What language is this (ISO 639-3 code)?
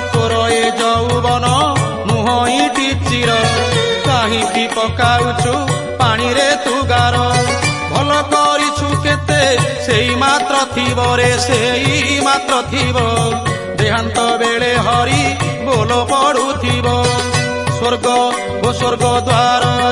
ori